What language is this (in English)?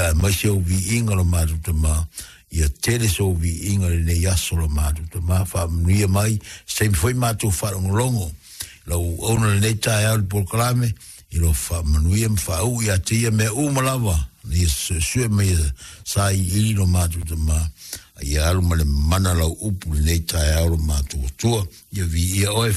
Samoan